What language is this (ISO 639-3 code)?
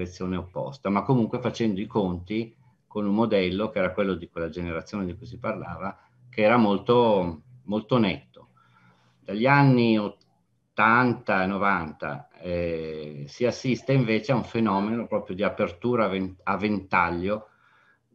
ita